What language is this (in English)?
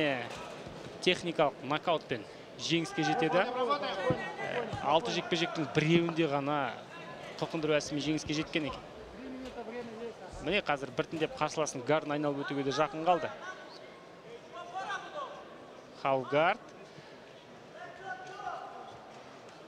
Kazakh